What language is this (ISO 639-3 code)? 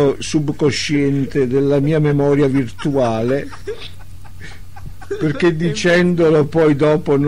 ita